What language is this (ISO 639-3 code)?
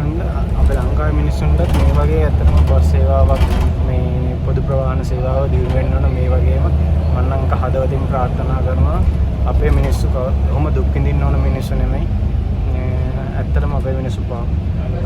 sin